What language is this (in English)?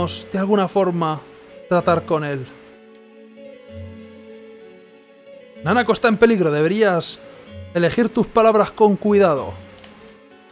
Spanish